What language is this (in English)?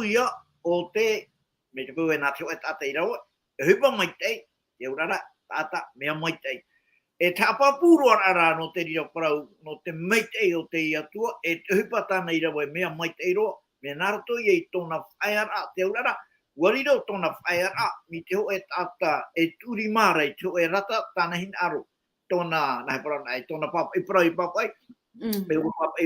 Tahitian